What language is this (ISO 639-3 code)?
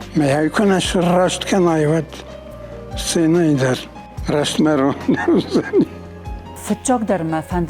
oss